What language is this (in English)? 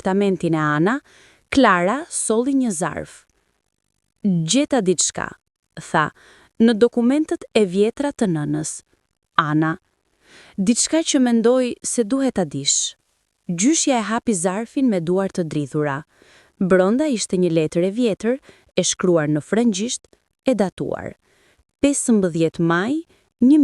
Albanian